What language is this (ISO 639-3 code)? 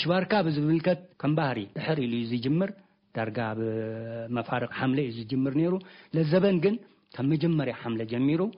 tir